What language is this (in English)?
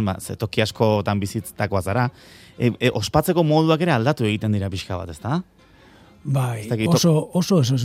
Basque